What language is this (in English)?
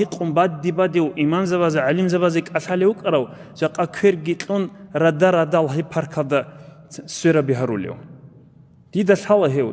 Avaric